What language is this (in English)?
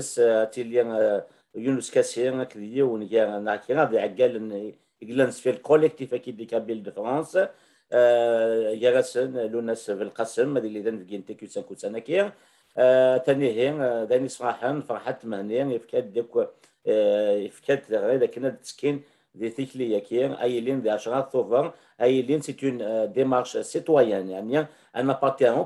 Kabyle